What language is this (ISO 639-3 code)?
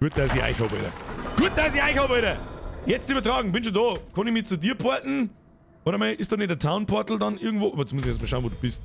bar